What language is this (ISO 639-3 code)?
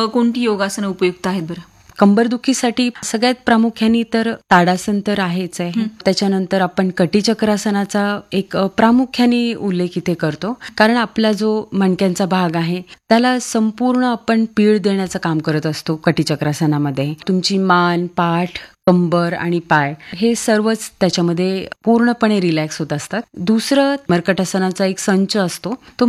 mar